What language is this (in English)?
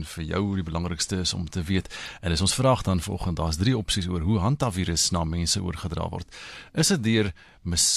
Afrikaans